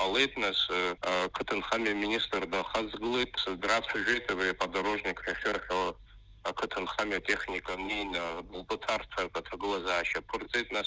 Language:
Abkhazian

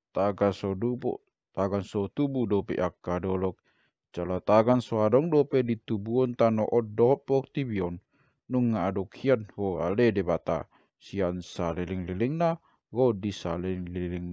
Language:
Batak Toba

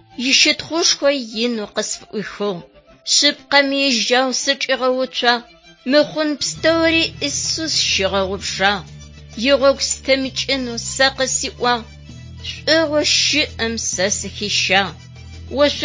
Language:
Adyghe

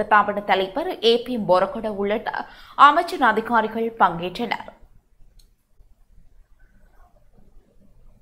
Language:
Tamil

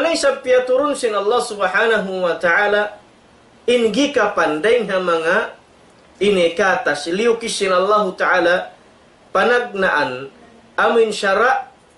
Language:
Tausug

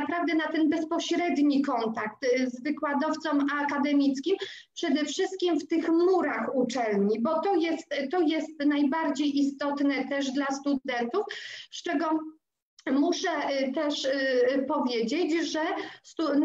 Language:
Polish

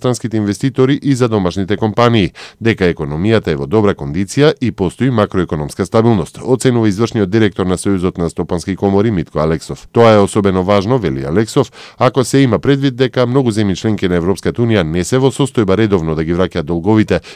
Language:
Macedonian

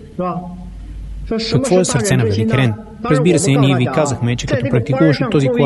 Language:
Bulgarian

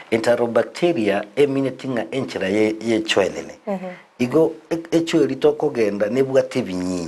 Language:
Gusii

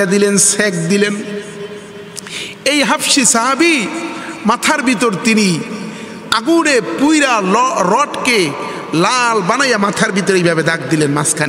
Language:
Bangla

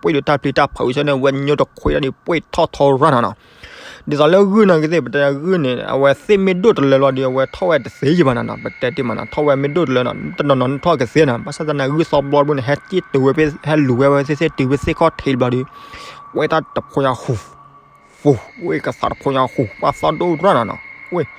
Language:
S'gaw Karen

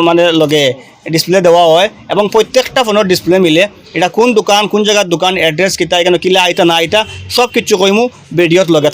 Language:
Sylheti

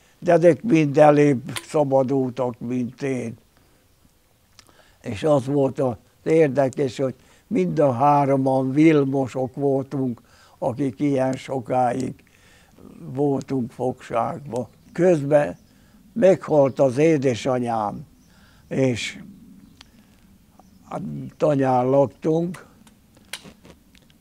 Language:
Hungarian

